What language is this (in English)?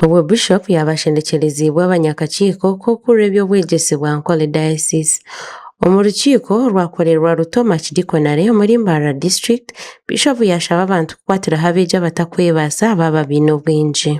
Nyankole